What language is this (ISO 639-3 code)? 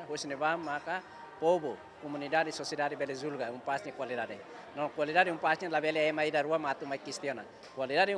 tet